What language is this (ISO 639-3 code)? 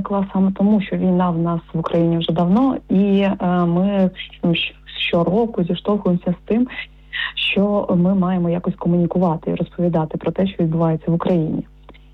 ukr